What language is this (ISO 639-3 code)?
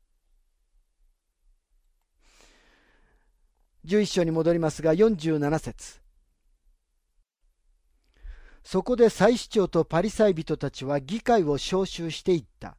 jpn